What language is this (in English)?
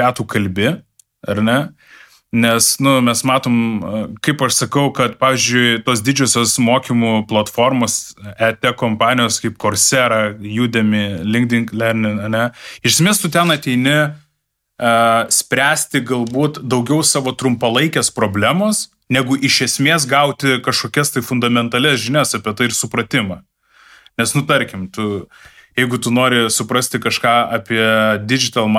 Lithuanian